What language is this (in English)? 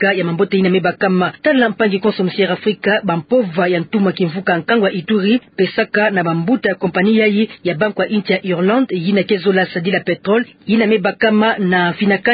Kituba (Democratic Republic of Congo)